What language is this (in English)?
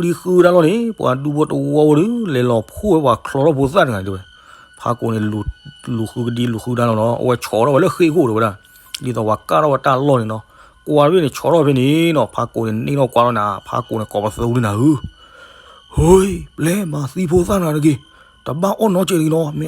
S'gaw Karen